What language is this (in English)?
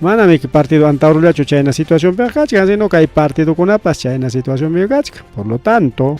Ayacucho Quechua